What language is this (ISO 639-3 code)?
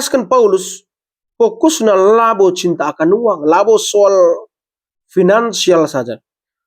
btx